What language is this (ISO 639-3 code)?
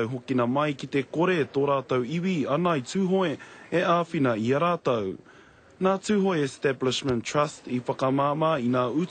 mri